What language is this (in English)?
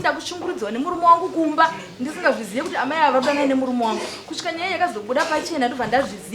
Shona